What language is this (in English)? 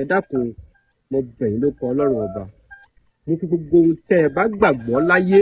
Yoruba